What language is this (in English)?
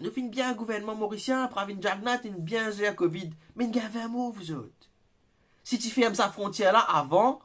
Morisyen